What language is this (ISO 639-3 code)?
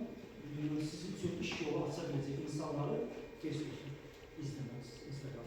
aze